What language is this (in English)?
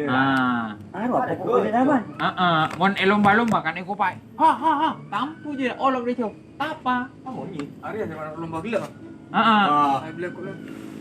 Madurese